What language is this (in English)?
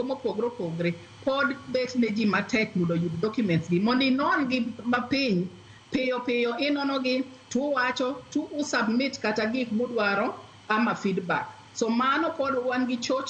Luo (Kenya and Tanzania)